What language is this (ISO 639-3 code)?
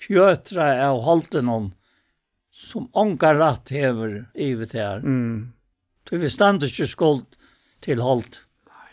fao